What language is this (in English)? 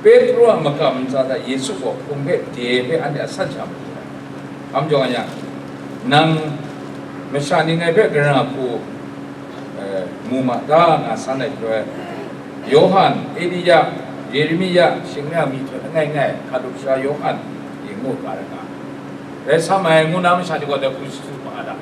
Kachin